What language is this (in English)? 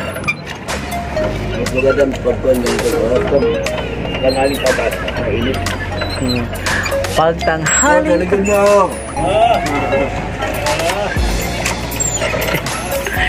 Filipino